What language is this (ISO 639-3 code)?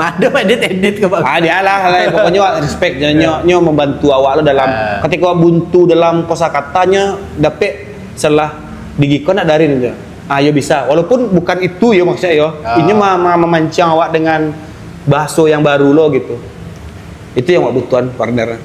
min